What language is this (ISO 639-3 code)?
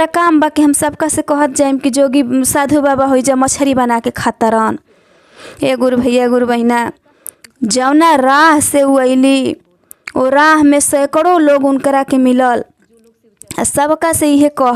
bho